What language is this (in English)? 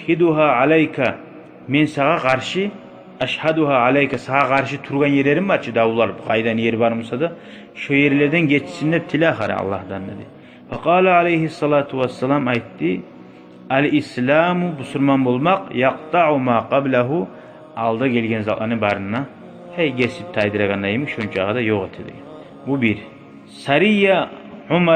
Kumyk